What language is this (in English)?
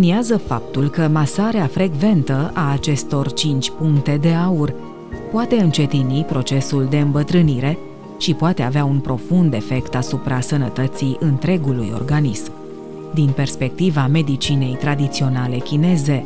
Romanian